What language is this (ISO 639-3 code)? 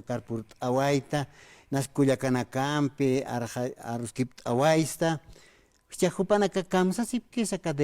aym